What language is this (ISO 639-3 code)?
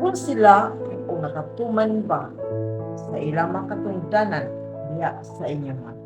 ceb